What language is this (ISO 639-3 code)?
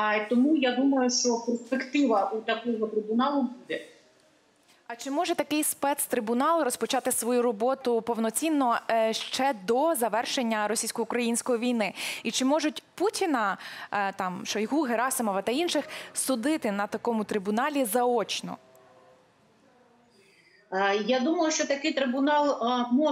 ukr